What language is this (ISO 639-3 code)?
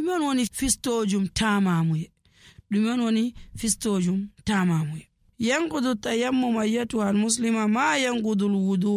fuv